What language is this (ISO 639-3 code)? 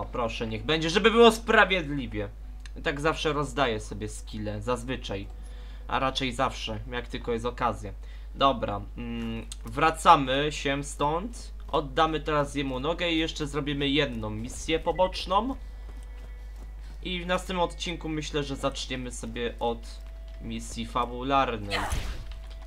pol